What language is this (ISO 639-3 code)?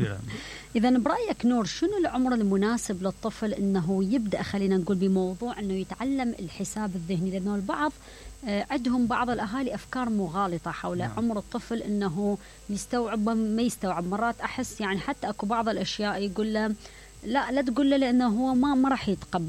acm